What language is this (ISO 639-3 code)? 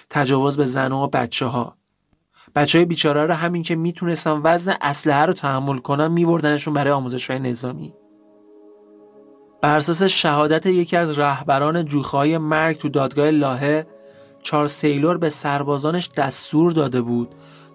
fas